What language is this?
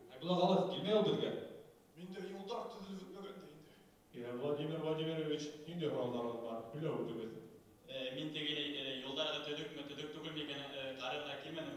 Bashkir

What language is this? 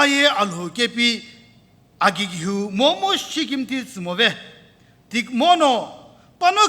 Sumi Naga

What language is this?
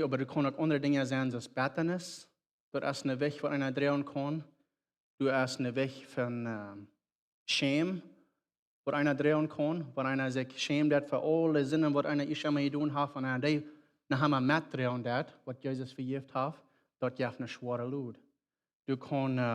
Plautdietsch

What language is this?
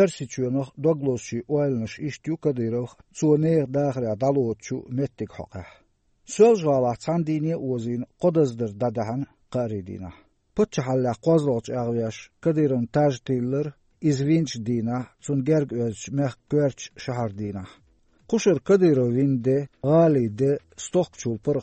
Chechen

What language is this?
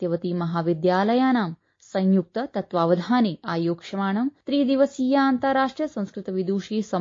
Sanskrit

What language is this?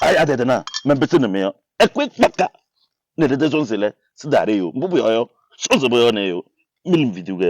Kabiyè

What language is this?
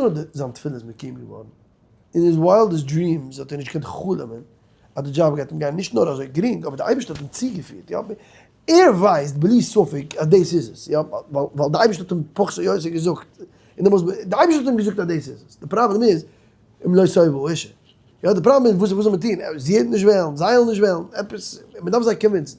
Yiddish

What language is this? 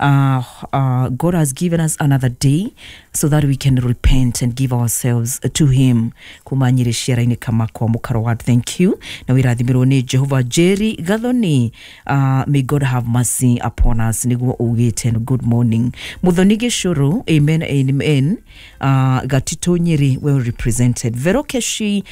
Kikuyu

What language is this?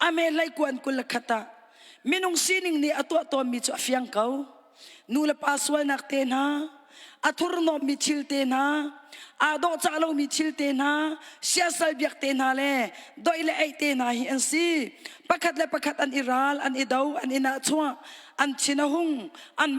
Hakha Chin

